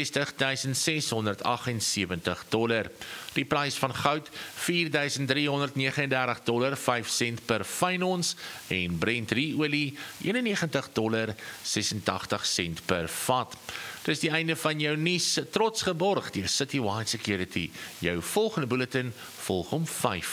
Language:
Afrikaans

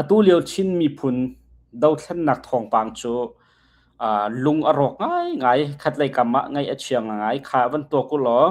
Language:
Hakha Chin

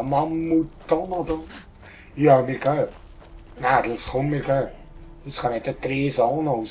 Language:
Swiss German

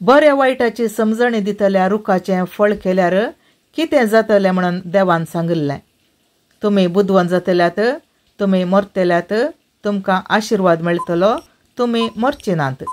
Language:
Konkani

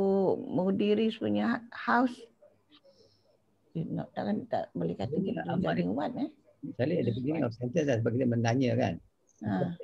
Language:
Malay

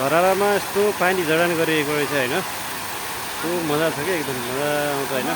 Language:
Nepali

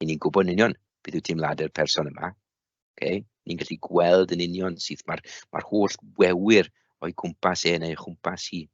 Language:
Welsh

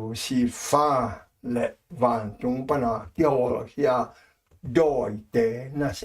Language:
Tedim Chin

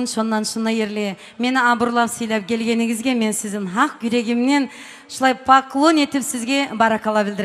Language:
Kumyk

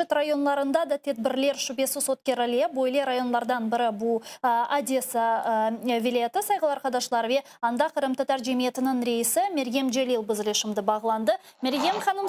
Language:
Crimean Tatar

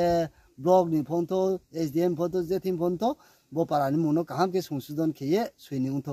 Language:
Riang (India)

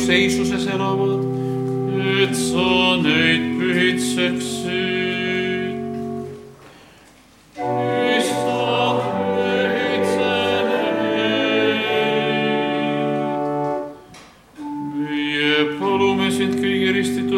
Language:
Estonian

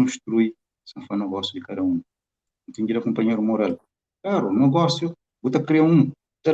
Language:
Kabuverdianu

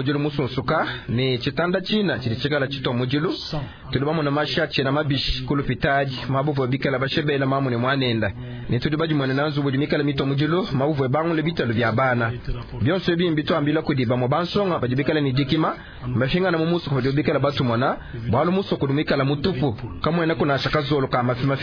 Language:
Luba-Lulua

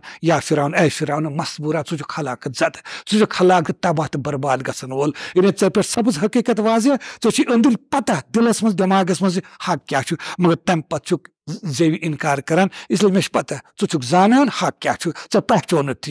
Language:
Kashmiri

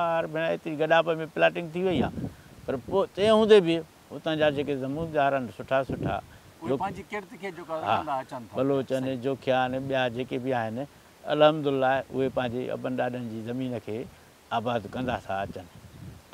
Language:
Sindhi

